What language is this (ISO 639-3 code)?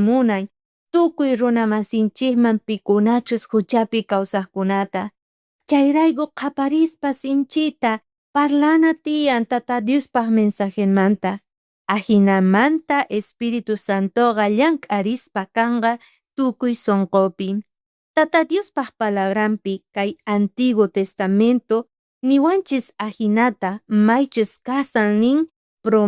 quh